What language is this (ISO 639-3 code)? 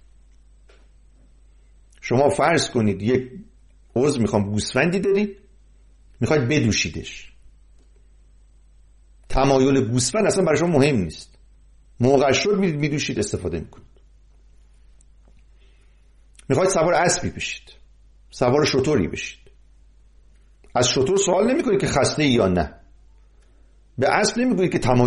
fas